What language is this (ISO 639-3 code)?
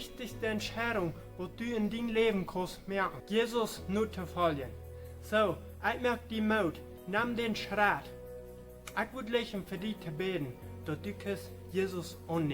pdt